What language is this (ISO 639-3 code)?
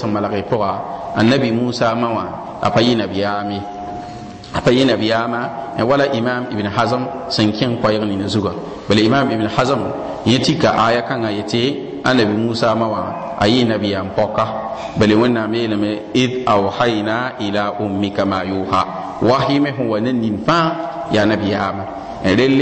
mos